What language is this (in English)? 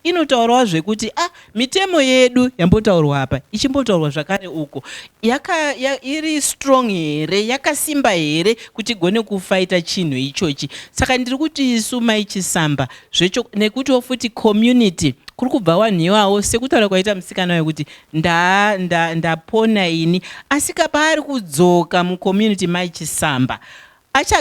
Shona